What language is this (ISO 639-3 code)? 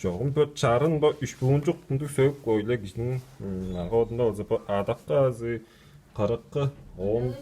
tyv